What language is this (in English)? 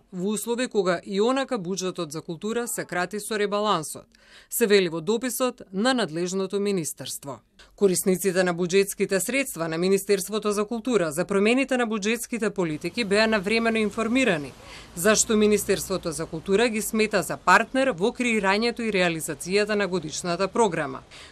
Macedonian